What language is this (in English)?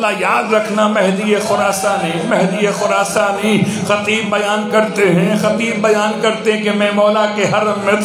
Urdu